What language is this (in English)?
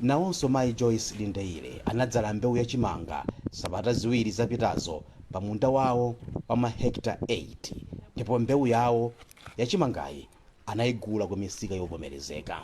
Nyanja